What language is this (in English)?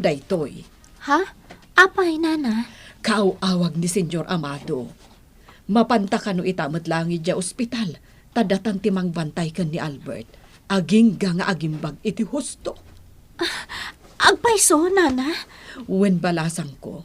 Iloko